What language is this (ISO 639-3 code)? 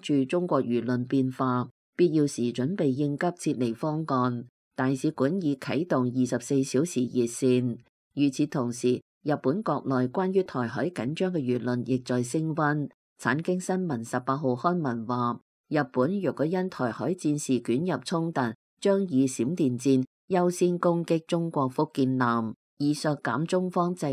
yue